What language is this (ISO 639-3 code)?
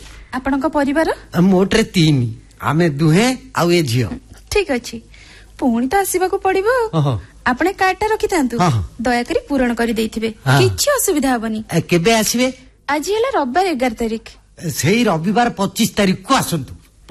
ori